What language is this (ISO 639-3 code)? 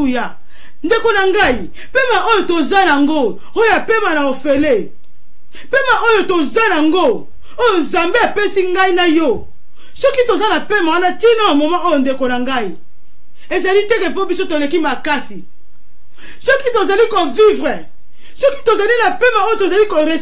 lin